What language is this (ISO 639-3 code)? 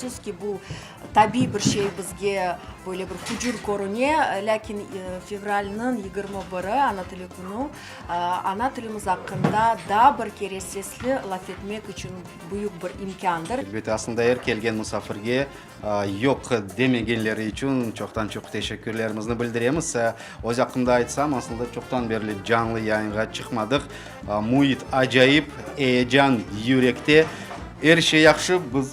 crh